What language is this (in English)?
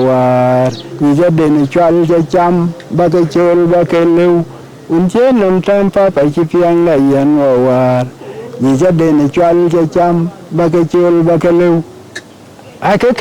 Dinka